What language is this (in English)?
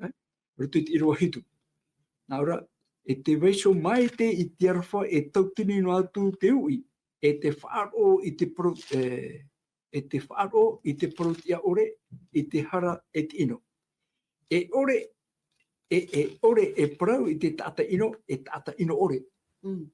Tahitian